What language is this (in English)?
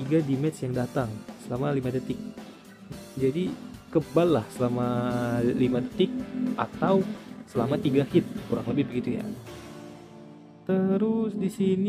Indonesian